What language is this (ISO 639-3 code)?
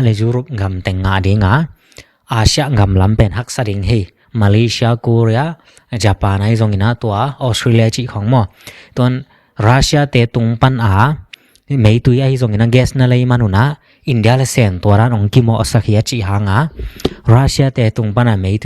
ctd